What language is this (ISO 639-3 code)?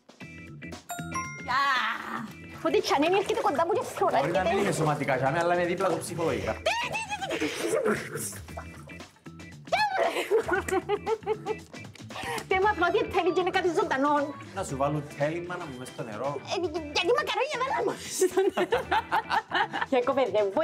ell